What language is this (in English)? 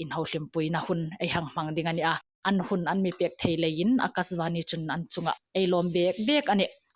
Hmar